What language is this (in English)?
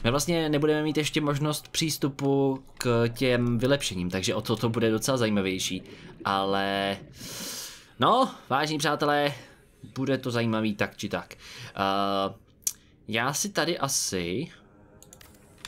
Czech